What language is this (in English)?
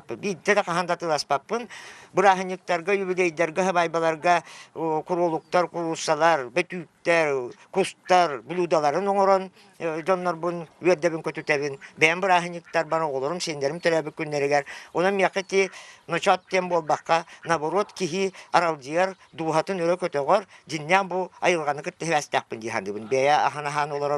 Yakut